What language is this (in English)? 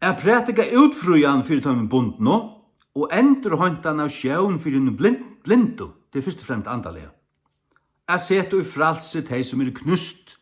Faroese